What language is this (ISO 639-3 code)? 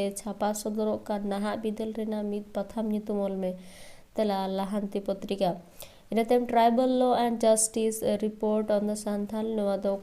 sat